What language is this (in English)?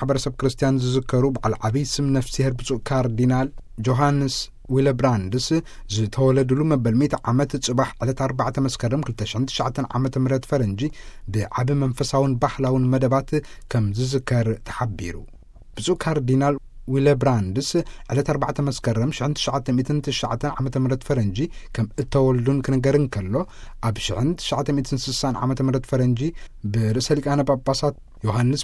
Tigrinya